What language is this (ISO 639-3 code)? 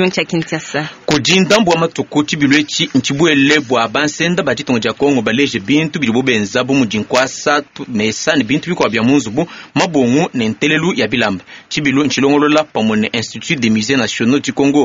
lua